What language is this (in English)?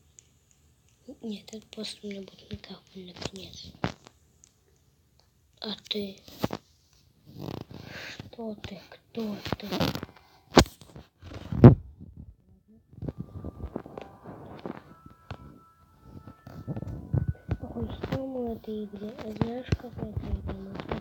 Russian